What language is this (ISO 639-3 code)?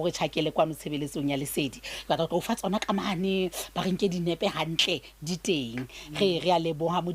sot